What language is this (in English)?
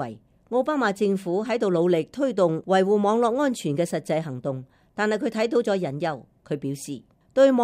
Cantonese